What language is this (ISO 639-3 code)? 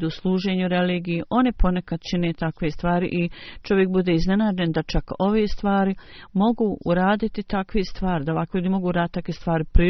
bos